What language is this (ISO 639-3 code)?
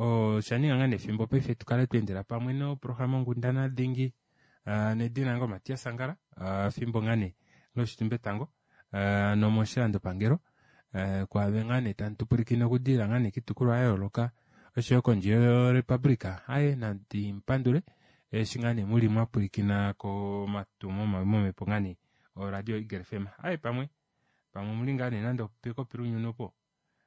kua